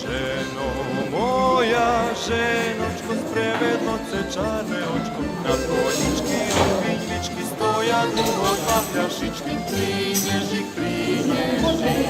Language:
Rusyn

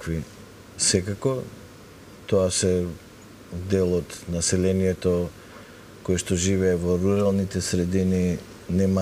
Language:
Macedonian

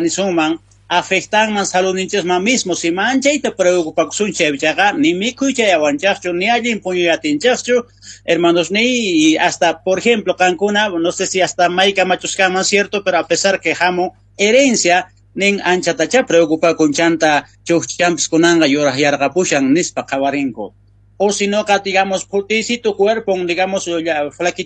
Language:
South Bolivian Quechua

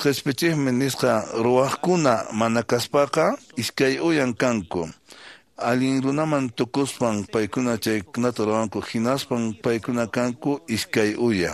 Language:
Quechua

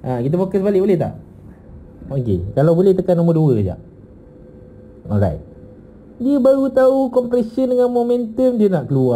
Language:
Malay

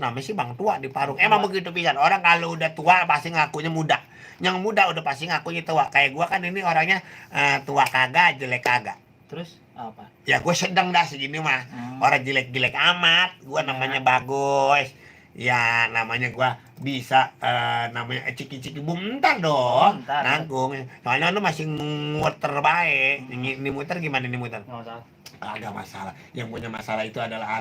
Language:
Betawi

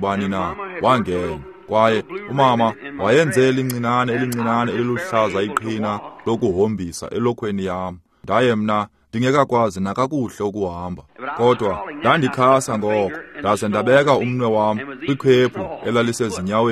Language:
Xhosa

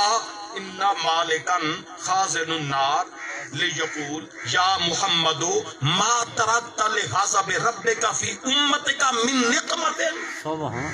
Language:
Saraiki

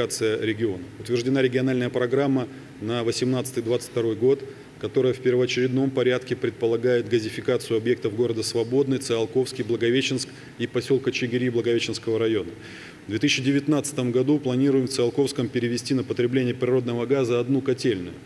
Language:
Russian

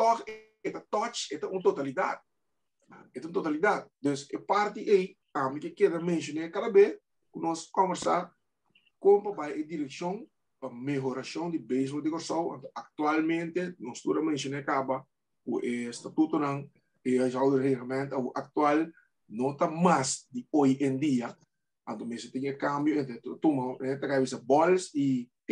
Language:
Papiamento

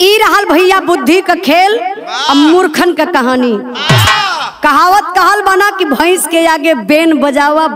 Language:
Bhojpuri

